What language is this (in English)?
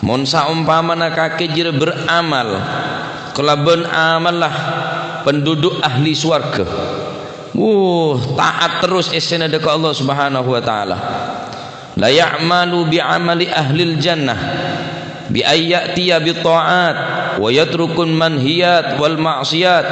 Madurese